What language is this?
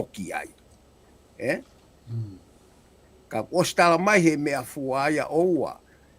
Tongan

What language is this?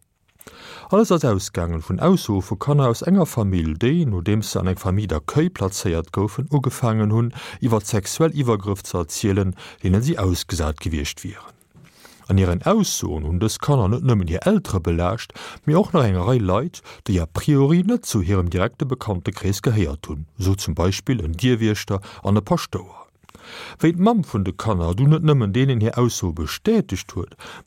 Luxembourgish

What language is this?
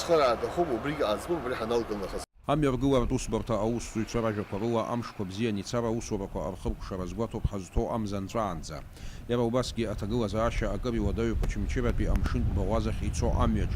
Abkhazian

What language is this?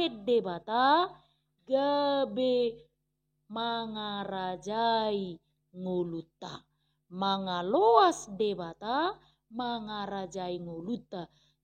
Batak Toba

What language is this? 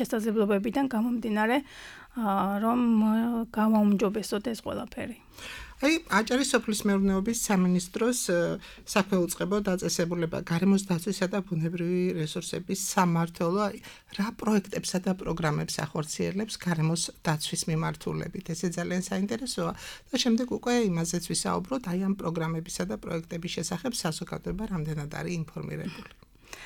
Georgian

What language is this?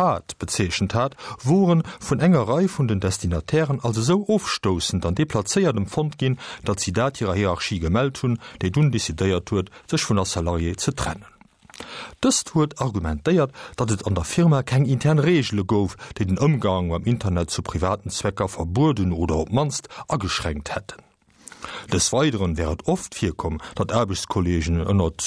Luxembourgish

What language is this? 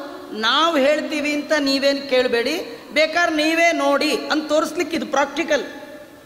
Kannada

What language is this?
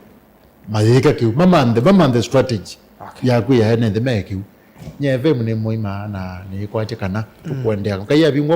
Kamba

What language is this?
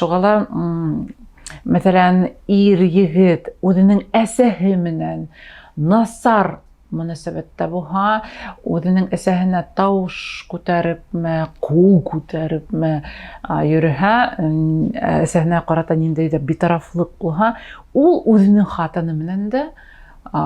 Bashkir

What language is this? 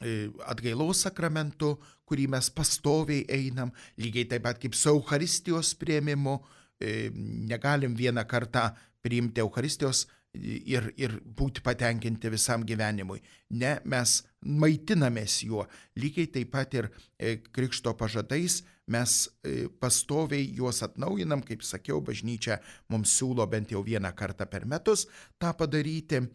Lithuanian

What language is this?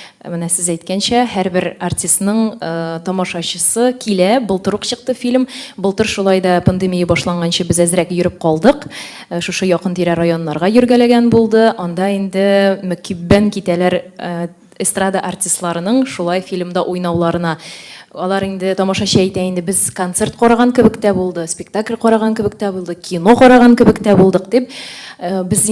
Tatar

